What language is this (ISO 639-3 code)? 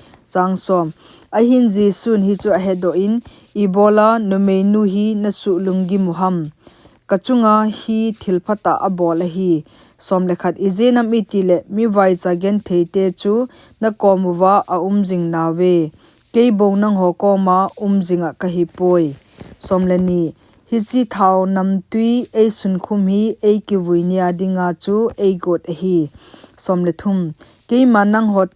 tcz